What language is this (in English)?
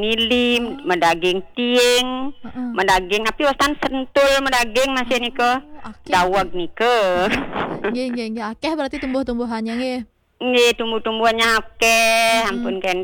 Balinese